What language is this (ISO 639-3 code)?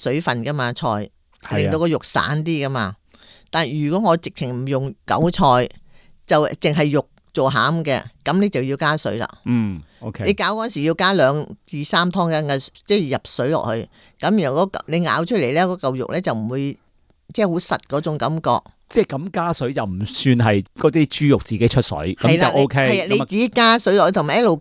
yue